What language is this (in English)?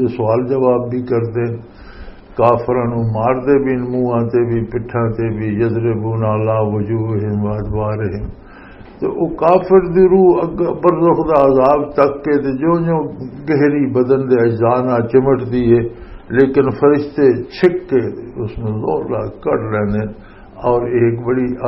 Western Panjabi